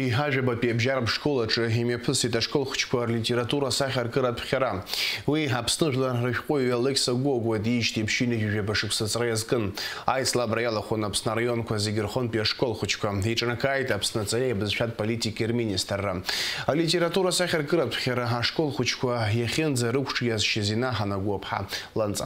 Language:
Abkhazian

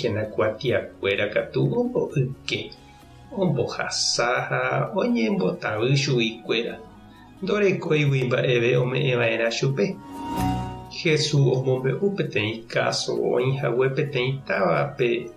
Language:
Guarani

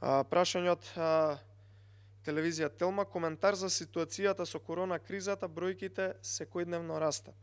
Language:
Macedonian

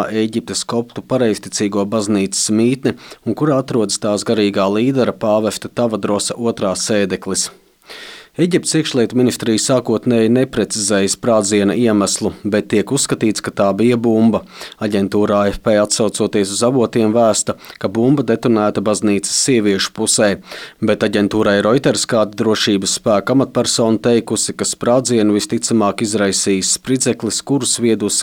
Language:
Latvian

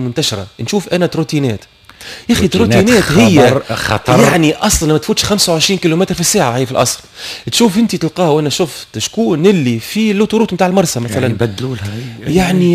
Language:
Tunisian Arabic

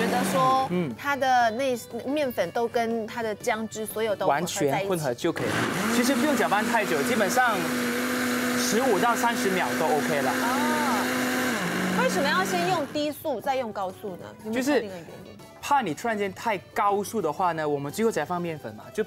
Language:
Chinese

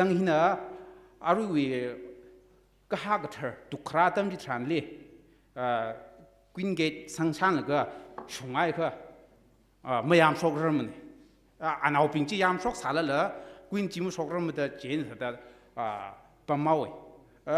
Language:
Tangkhul Naga (India)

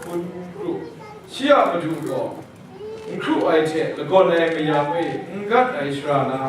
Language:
Kachin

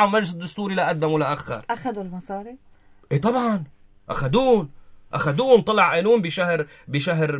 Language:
North Levantine Arabic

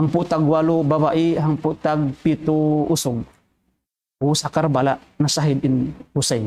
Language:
Tausug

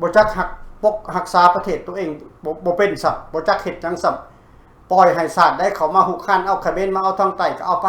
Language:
Lao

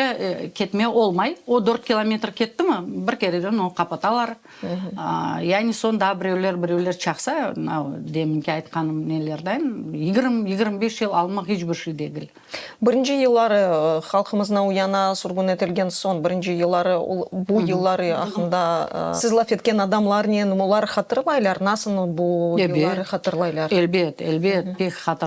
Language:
Crimean Tatar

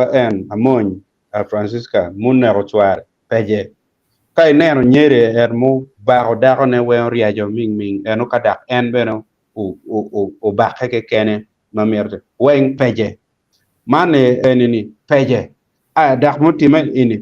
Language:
Acoli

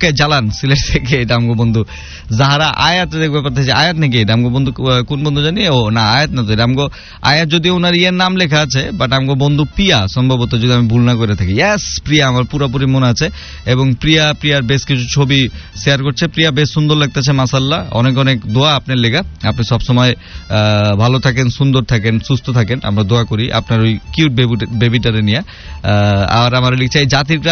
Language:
Bangla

